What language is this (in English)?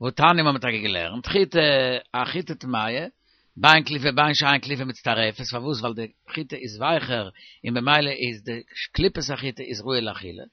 Yiddish